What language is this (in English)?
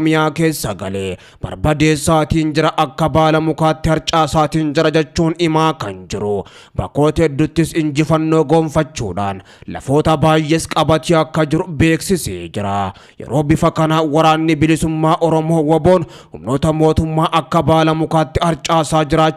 Oromo